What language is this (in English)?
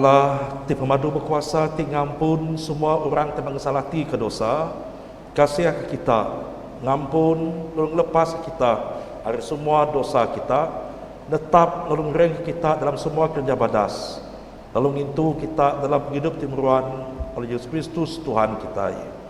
Iban